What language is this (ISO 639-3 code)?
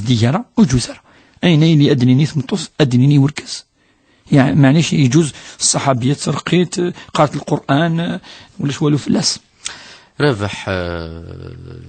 kab